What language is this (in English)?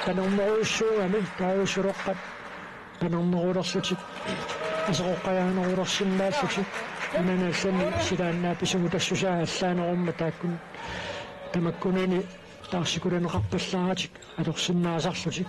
Kalaallisut